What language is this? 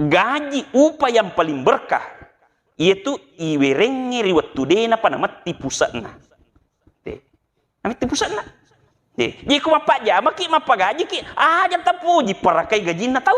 Buginese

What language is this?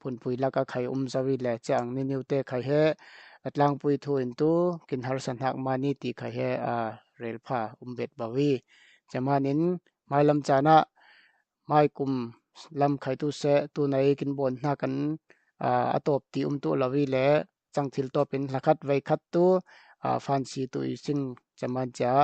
Falam Chin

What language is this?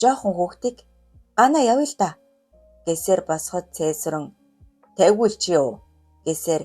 Mongolian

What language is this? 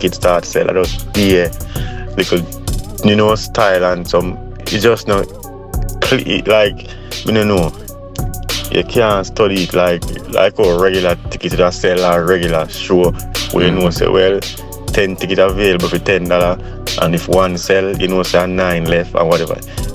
Jamaican Creole English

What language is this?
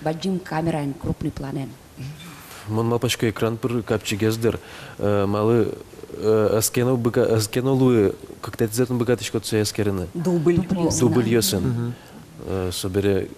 Udmurt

